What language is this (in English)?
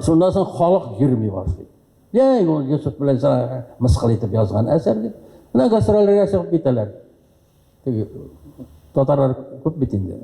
Tatar